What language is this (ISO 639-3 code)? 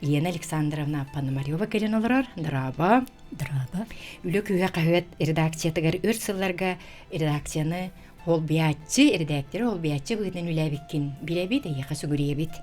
sah